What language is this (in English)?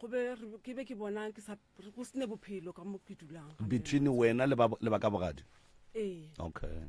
Northern Sotho